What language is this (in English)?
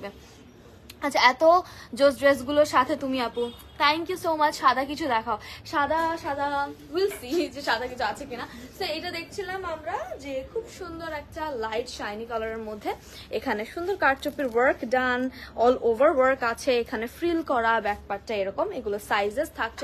Bangla